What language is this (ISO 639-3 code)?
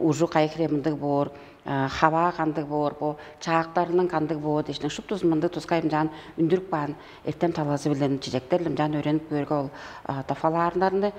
tyv